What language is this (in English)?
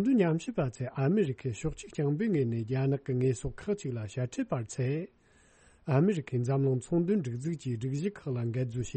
Tibetan